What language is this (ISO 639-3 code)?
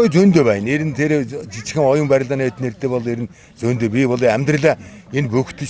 mon